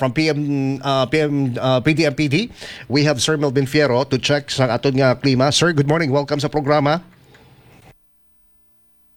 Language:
Hiligaynon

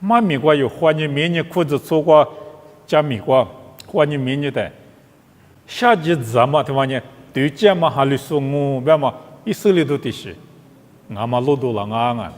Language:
Lisu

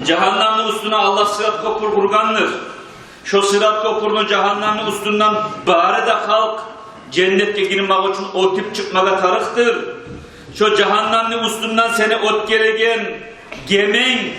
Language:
Kumyk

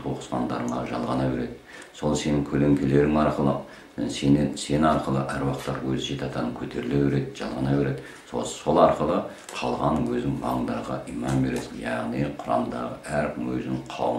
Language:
Kazakh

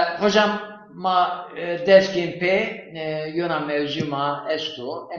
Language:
Zaza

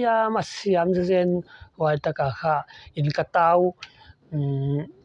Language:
Paite Chin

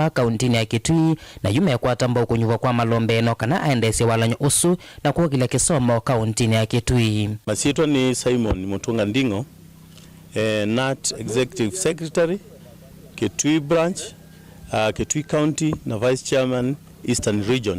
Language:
Kamba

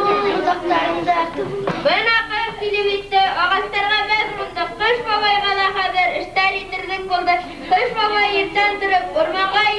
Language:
Bashkir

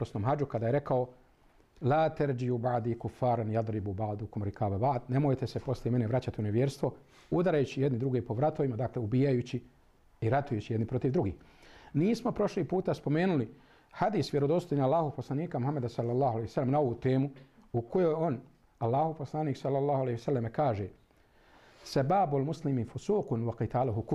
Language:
Bosnian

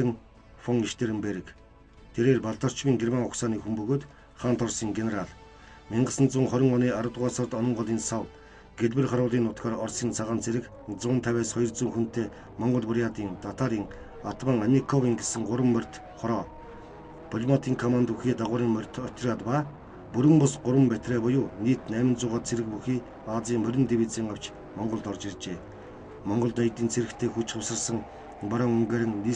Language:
Mongolian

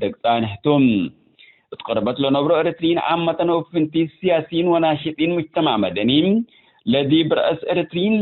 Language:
Tigre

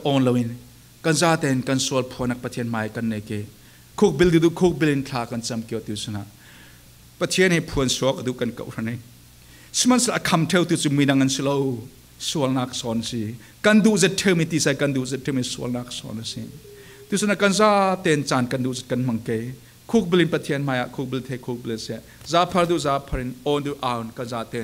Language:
Falam Chin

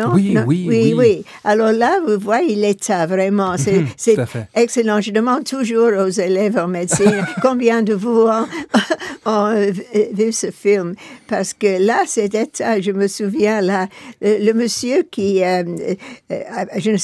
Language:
French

